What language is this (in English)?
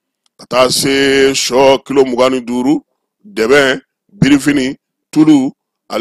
Bambara